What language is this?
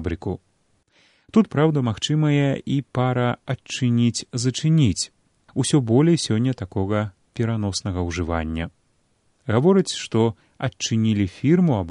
Belarusian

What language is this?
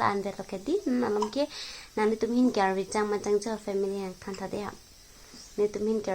Karbi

